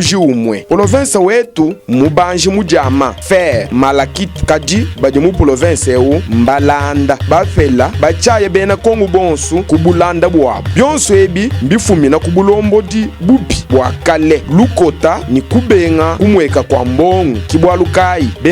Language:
Luba-Lulua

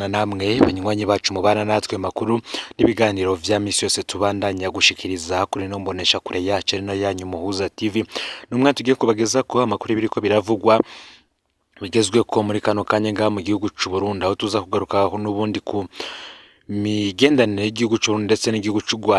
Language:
Rundi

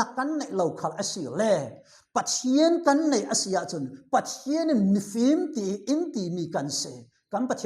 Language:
Falam Chin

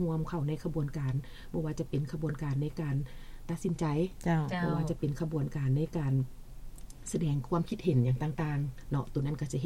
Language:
Lao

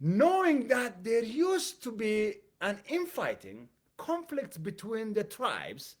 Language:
English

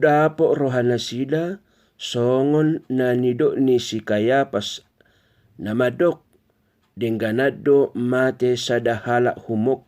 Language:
Batak Toba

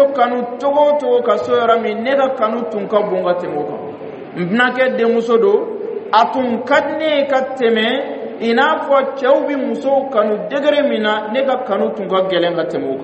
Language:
Dyula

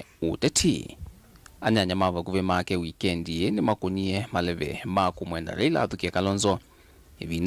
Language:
Kamba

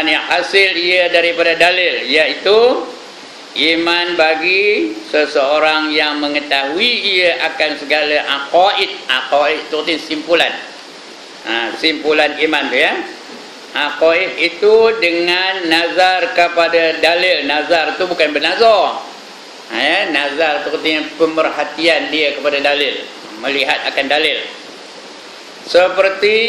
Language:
Malay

